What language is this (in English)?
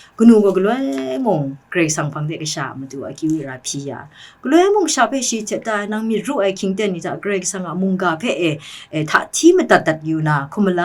Kachin